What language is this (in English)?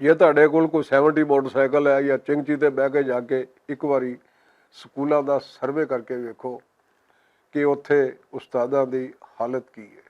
Western Panjabi